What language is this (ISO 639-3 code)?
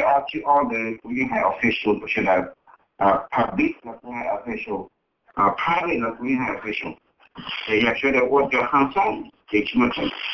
hmn